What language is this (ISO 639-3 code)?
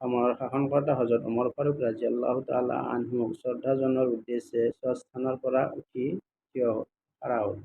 asm